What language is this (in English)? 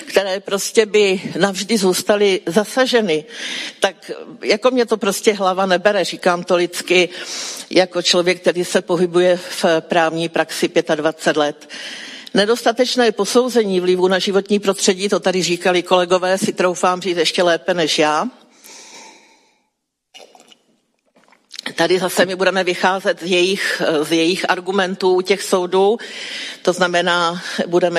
Czech